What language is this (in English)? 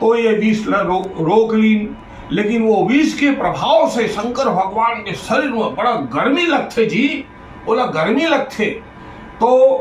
Chhattisgarhi